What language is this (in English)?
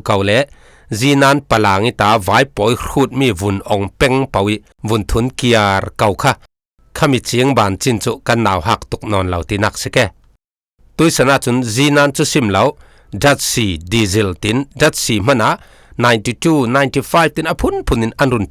Falam Chin